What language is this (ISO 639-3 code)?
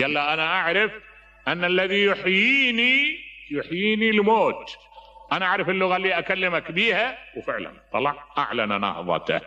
acm